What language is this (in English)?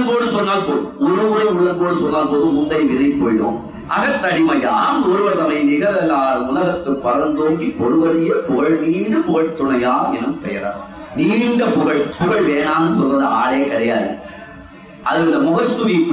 Tamil